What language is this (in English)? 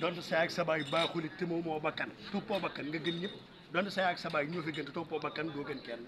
Wolof